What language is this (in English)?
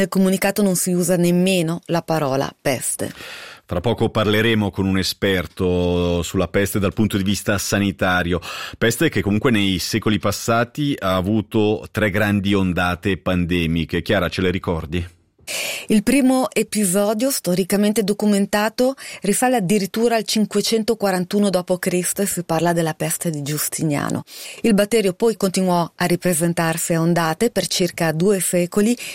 Italian